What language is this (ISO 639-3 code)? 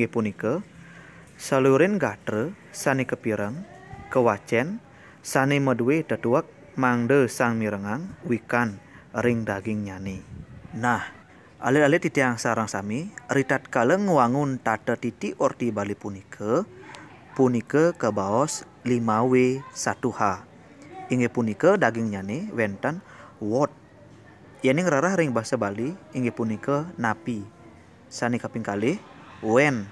ban